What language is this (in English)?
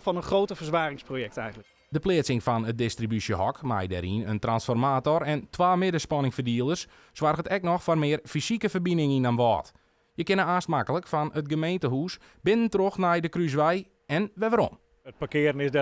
Western Frisian